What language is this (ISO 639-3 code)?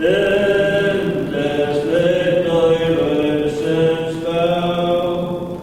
fao